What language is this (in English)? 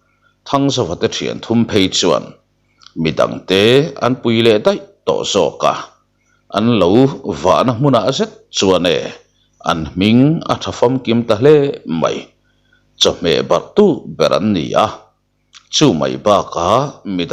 Mizo